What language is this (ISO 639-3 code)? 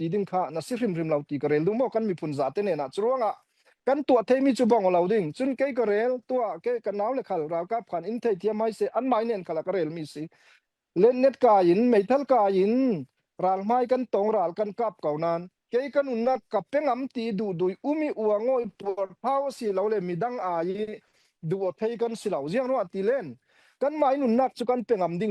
cfm